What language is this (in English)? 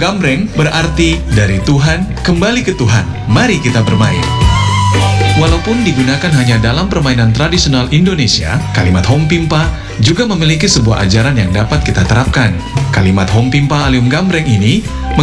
Indonesian